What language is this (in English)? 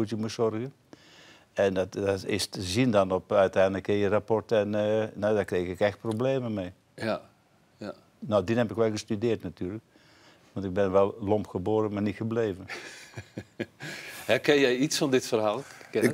Dutch